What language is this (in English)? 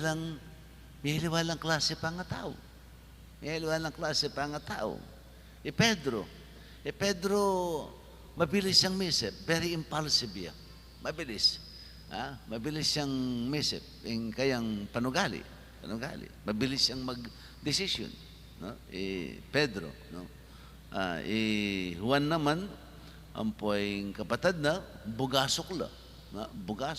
Pampanga